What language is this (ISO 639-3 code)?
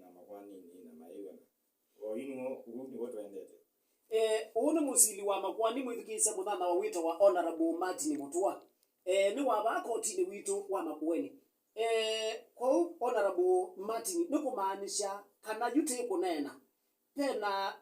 kam